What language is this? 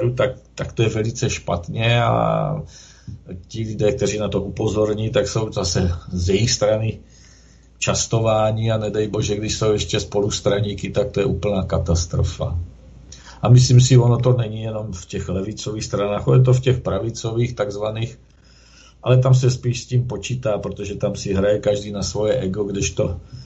Czech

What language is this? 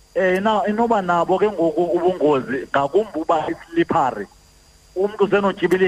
Xhosa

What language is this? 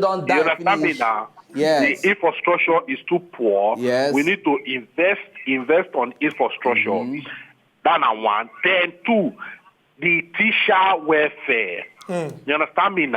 Nigerian Pidgin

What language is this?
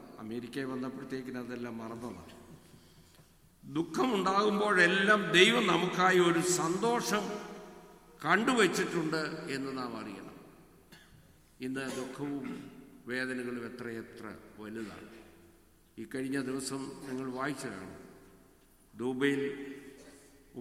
Malayalam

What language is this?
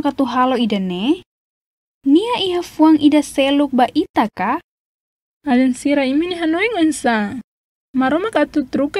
Tetum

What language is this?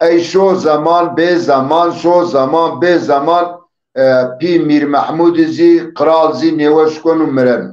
Zaza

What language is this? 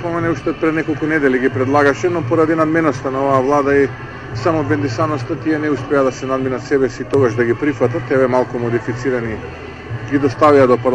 Macedonian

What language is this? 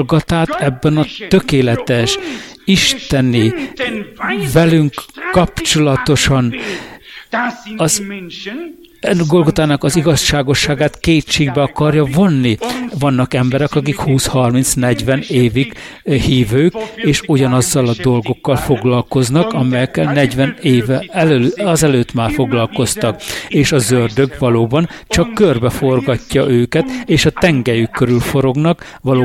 Hungarian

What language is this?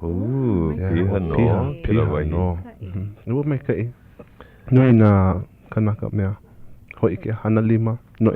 Hawaiian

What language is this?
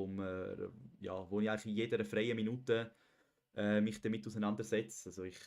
Swiss German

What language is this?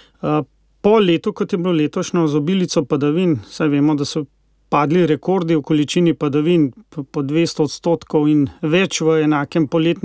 Slovenian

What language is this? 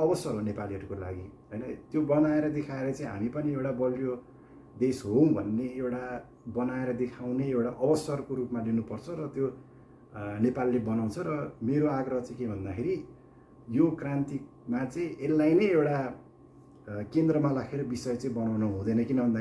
Nepali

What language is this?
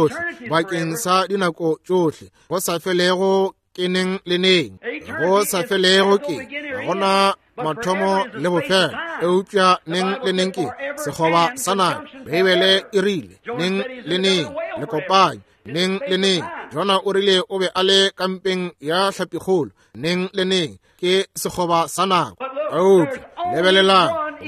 Northern Sotho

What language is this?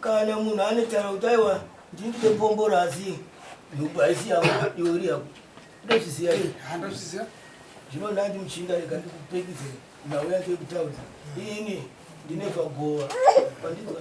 Shona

